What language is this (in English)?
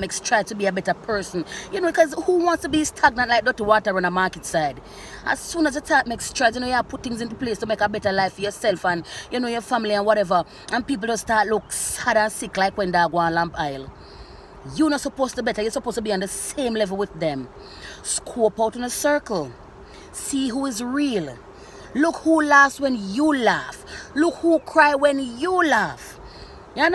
Jamaican Creole English